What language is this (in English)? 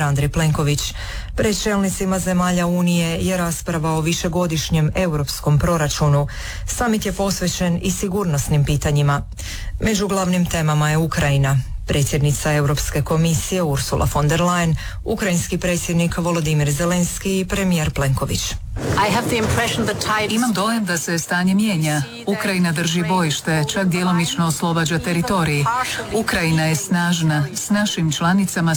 Croatian